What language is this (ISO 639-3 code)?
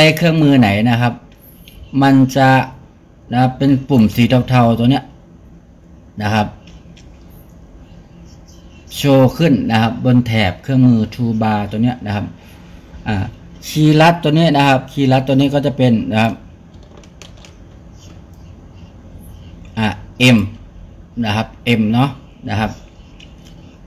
tha